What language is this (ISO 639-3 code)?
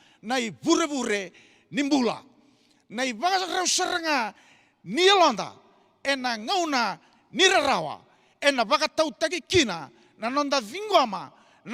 fij